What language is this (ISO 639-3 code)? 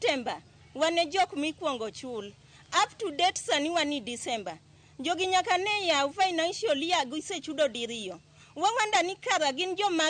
luo